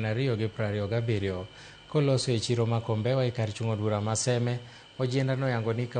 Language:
Luo (Kenya and Tanzania)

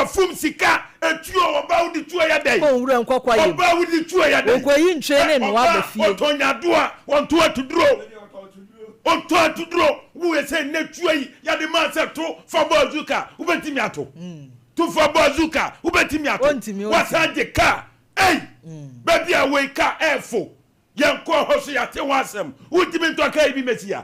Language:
Akan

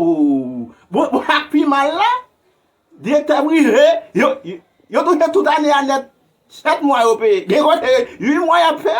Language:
Haitian Creole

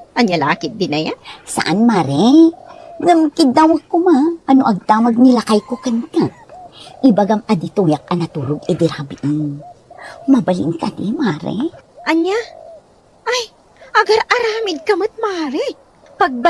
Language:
Iloko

